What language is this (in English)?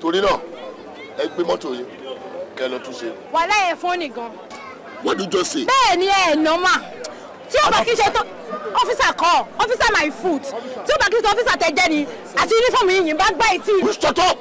Yoruba